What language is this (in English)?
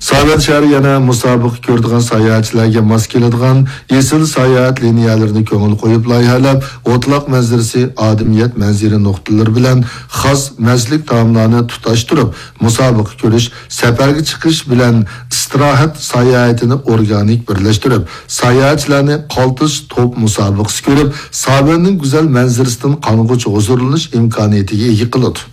Uyghur